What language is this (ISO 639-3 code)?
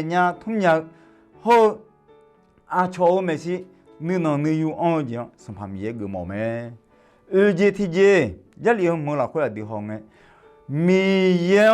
ahk